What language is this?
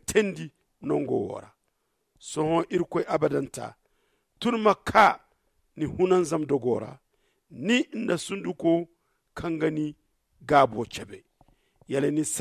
Zarma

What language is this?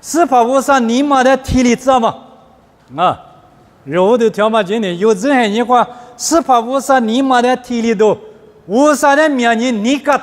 Lisu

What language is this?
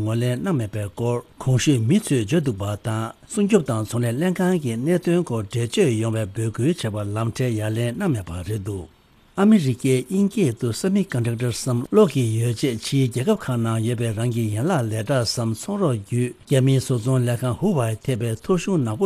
Tibetan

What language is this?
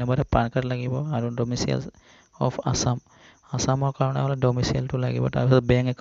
Assamese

